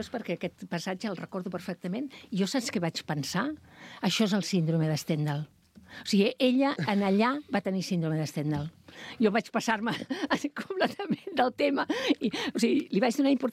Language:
Catalan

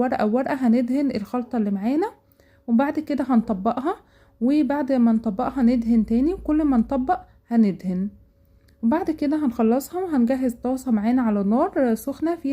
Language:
Egyptian Arabic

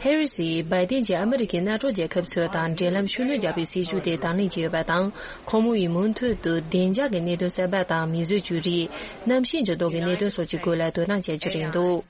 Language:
Tibetan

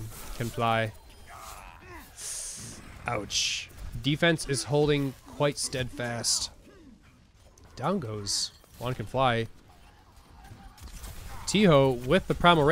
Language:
English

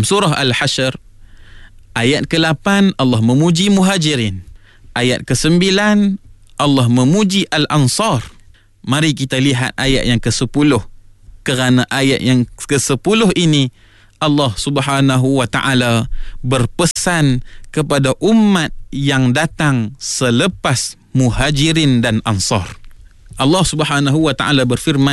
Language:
Malay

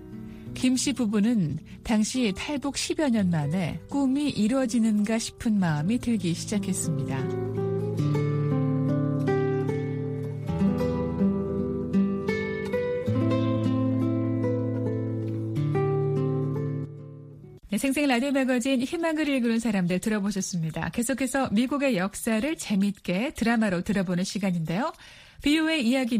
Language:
Korean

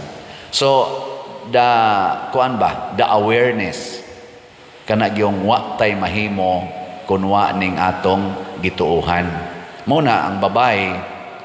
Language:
Cebuano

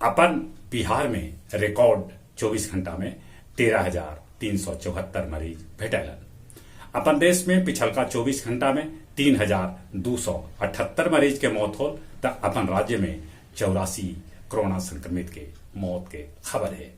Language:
Magahi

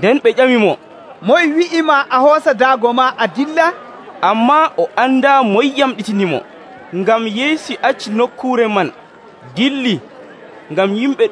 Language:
Nigerian Fulfulde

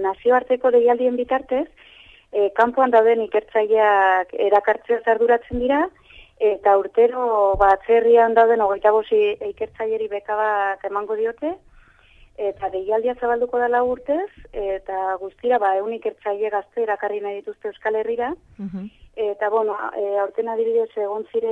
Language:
Basque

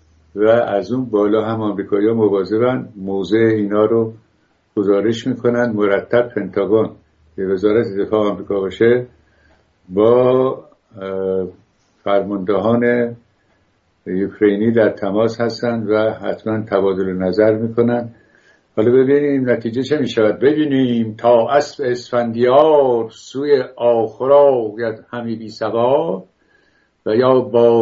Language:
Persian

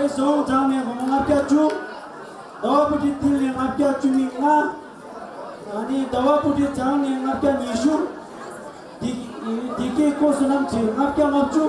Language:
Tibetan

